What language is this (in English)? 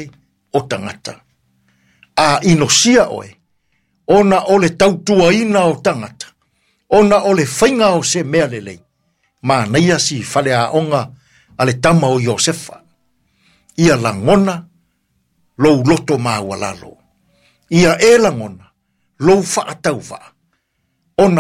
Samoan